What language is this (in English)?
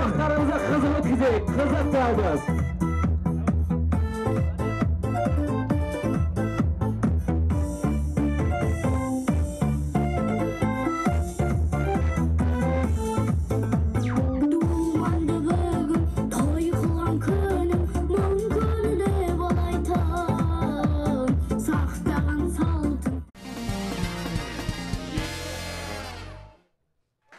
Kazakh